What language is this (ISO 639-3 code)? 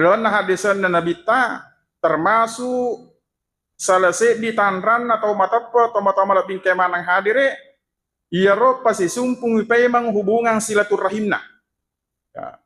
bug